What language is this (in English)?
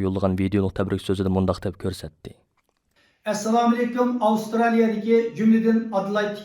Uyghur